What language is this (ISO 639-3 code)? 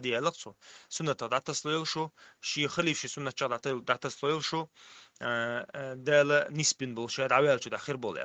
che